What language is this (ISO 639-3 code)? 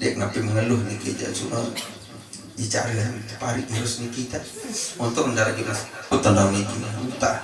sas